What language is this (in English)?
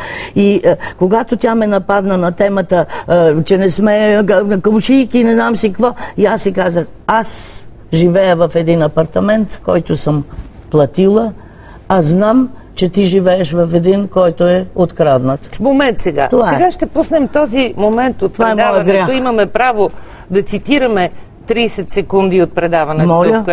Bulgarian